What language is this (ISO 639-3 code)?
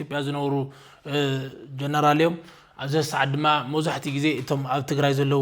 tir